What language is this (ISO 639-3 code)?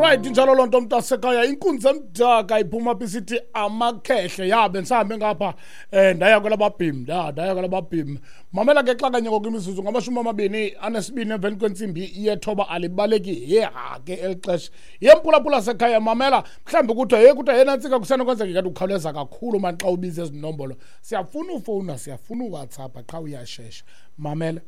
xho